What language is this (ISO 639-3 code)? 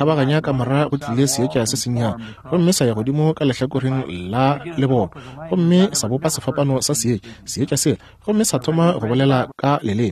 nso